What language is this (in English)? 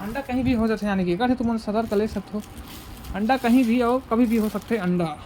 Chhattisgarhi